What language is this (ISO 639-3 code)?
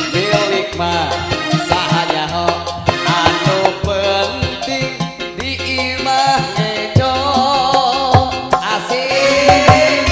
sun